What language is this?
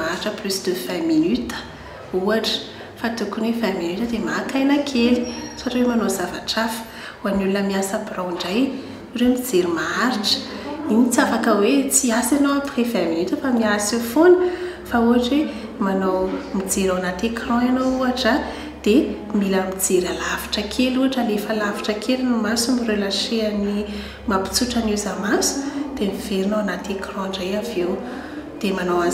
Malagasy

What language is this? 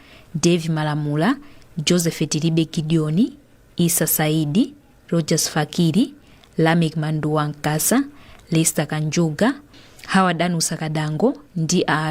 Nyanja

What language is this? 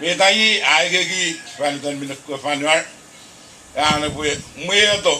Puluwatese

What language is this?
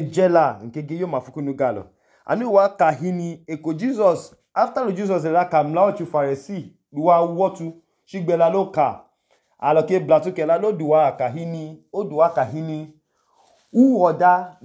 Idoma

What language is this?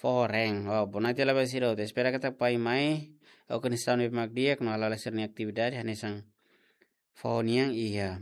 Tetum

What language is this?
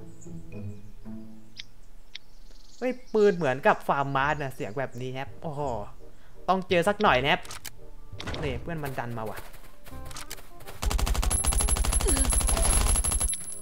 Thai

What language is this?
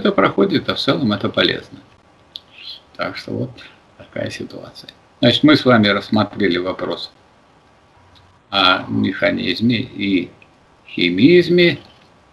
Russian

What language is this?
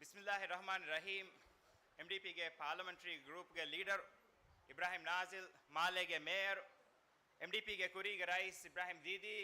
Divehi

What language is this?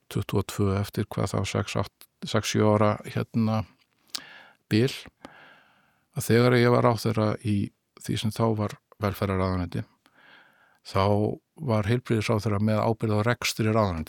Icelandic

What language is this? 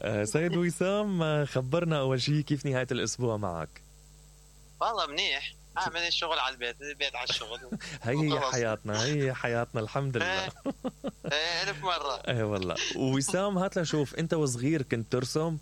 Mesopotamian Arabic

